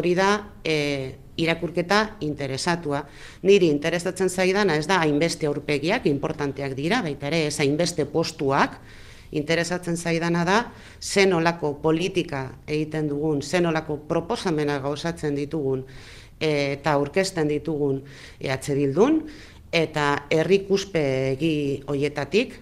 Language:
Basque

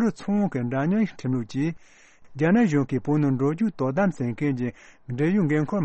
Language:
Tibetan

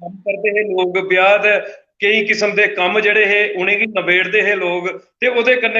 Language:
Dogri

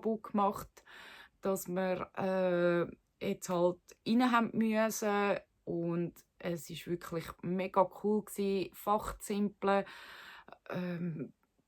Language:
Swiss German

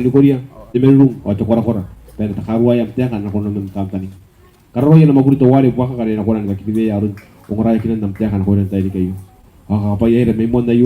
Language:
Gilbertese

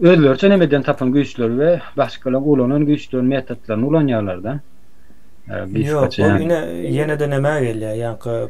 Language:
Turkmen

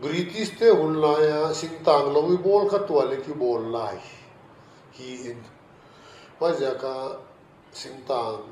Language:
Paite Chin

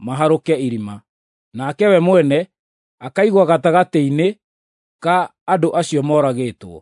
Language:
Kikuyu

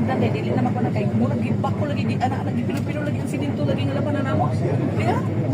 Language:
Cebuano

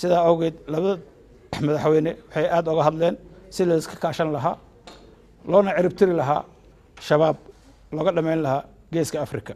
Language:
Somali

